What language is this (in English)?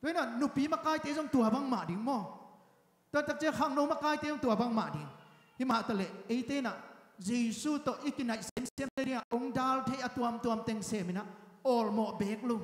Tedim Chin